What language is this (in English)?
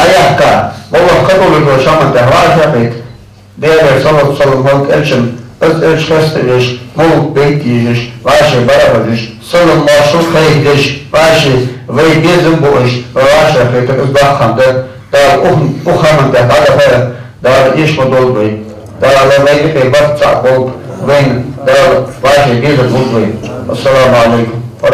Ingush